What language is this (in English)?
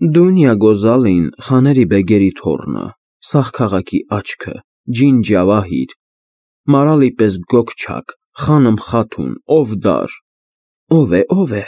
Armenian